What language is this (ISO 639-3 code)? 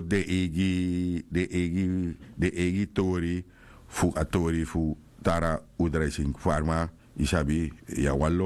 srn